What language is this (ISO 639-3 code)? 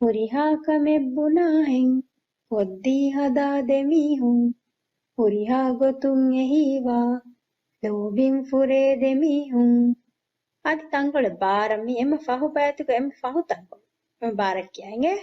div